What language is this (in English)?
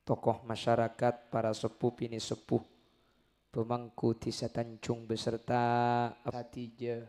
Madurese